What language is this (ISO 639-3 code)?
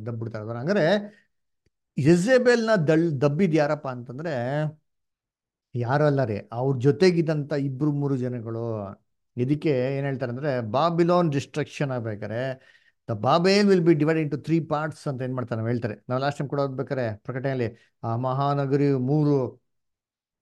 kan